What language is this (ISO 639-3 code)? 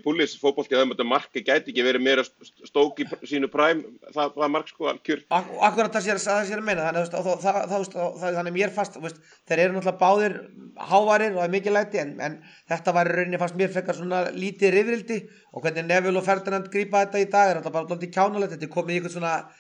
isl